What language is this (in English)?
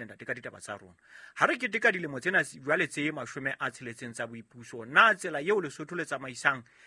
Southern Sotho